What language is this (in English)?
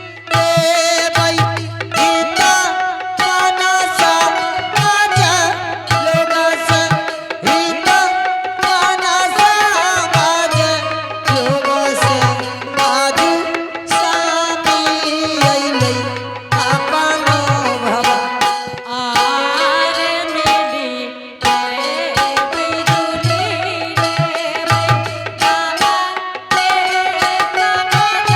Angika